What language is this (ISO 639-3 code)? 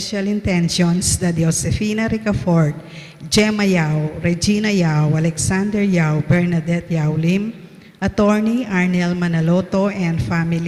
pam